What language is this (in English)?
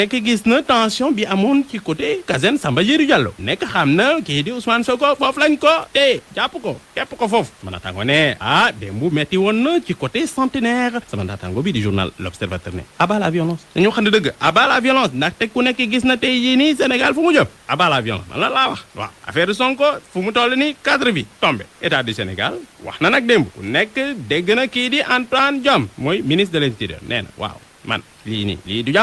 Wolof